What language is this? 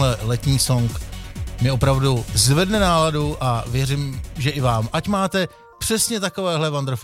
Czech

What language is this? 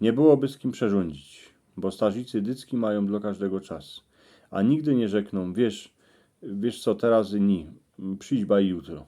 Silesian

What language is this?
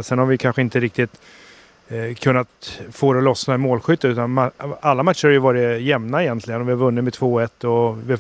Swedish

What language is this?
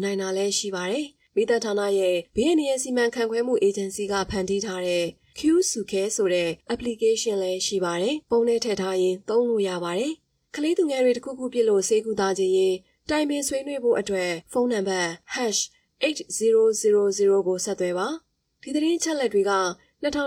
Burmese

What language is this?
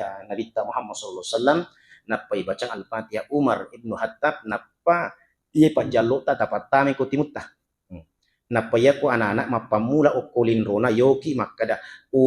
Buginese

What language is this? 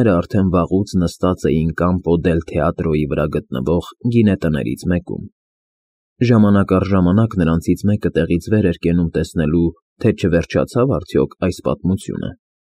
Armenian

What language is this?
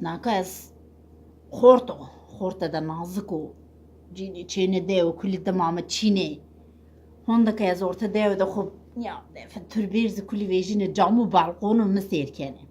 Zaza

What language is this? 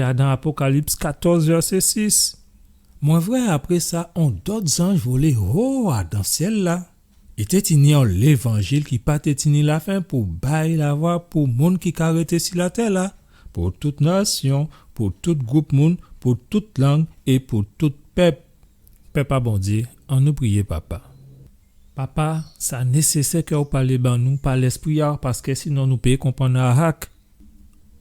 Guadeloupean Creole French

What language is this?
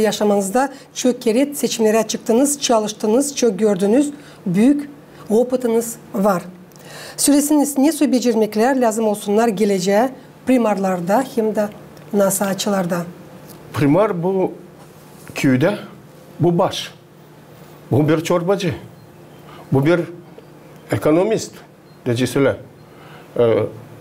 Gagauz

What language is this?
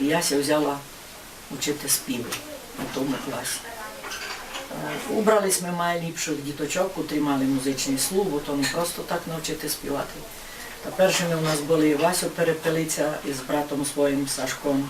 Rusyn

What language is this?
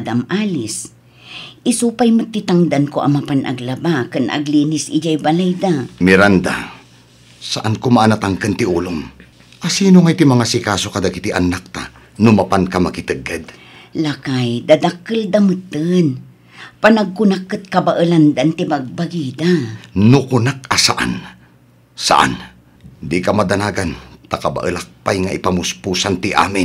Iloko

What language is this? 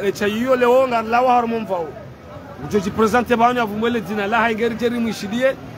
Ngazidja Comorian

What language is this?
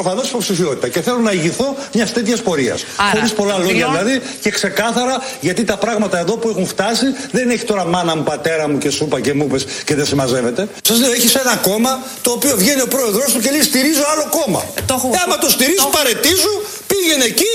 Greek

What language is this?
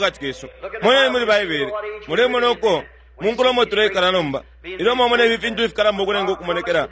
Bemba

